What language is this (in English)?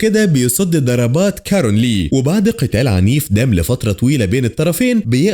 Egyptian Arabic